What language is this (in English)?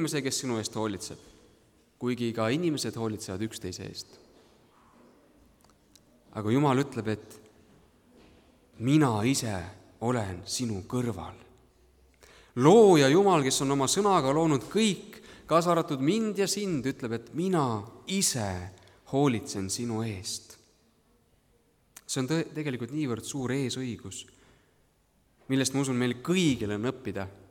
Estonian